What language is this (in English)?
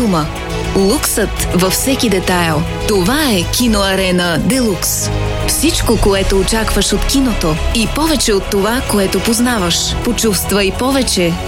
Bulgarian